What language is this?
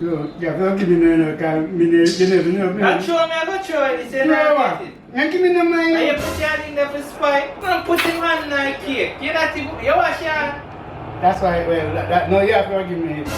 Jamaican Creole English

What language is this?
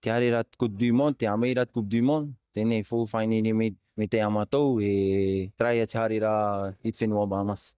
Tahitian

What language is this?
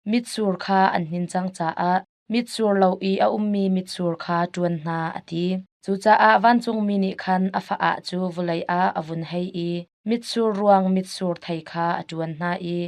Hakha Chin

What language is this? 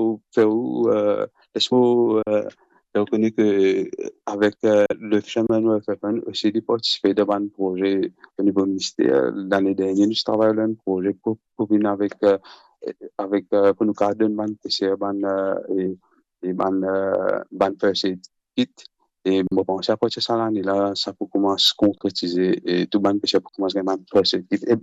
Morisyen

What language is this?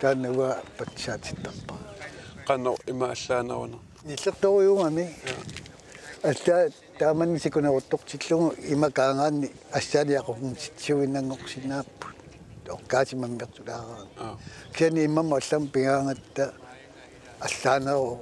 Kalaallisut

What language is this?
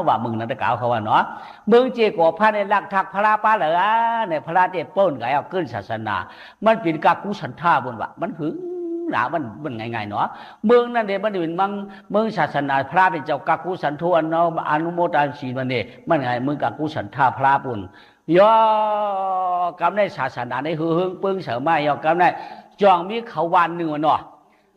Shan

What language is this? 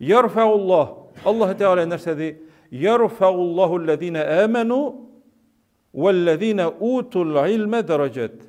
Tatar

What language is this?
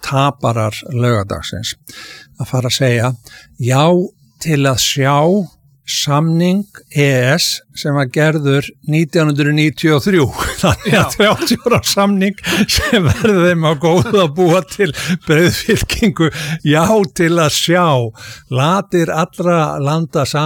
Icelandic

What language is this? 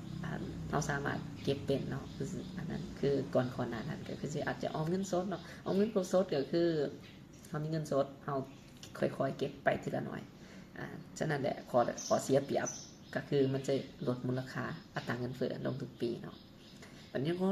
Lao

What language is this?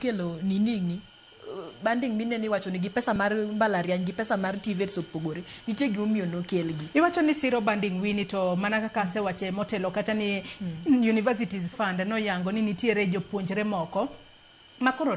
Luo (Kenya and Tanzania)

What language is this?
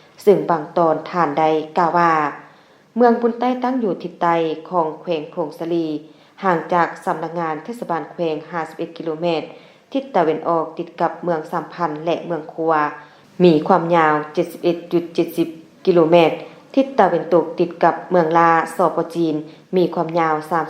Lao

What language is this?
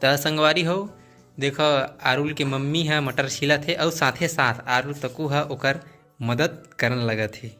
Chhattisgarhi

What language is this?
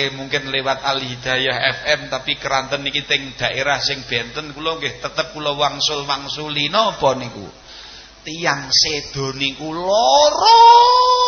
Javanese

